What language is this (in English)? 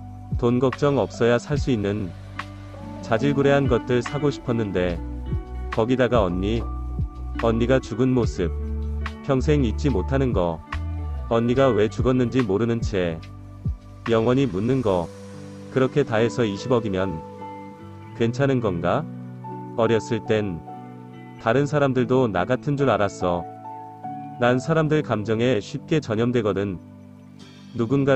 Korean